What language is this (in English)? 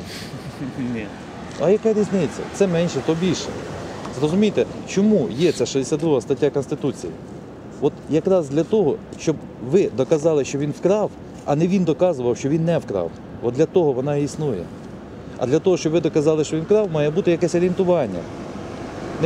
Ukrainian